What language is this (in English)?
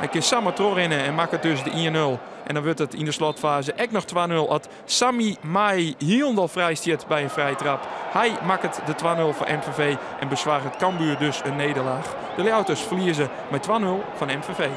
Western Frisian